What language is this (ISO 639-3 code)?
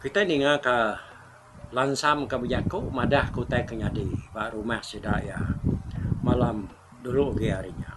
iba